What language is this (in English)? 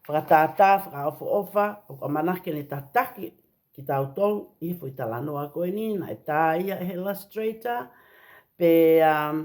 Tongan